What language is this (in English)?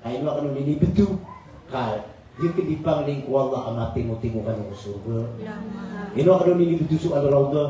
Maranao